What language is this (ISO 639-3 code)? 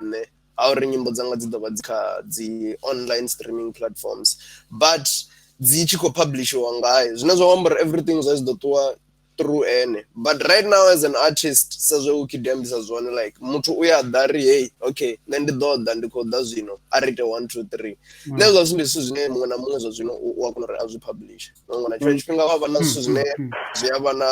ven